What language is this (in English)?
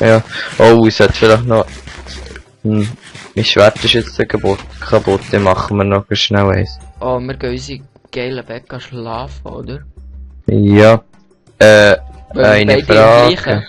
Swiss German